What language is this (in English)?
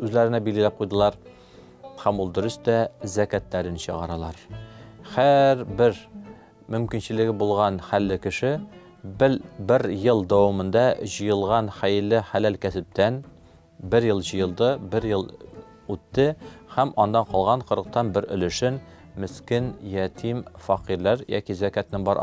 Tatar